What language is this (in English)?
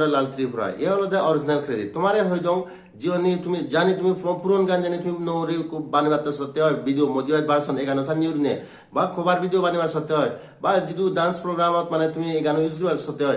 Chakma